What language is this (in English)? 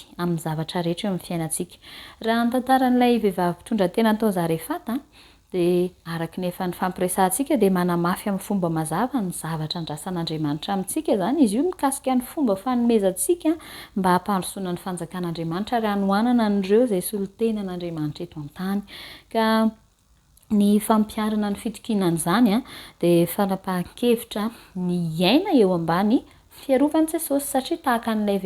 Malagasy